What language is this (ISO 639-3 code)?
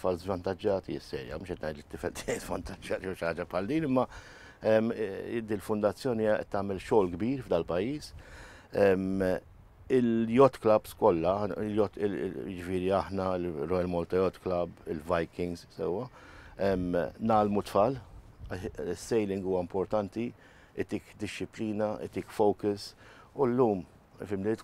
mlt